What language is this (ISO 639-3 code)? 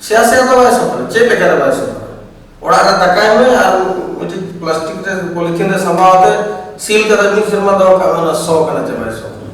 sat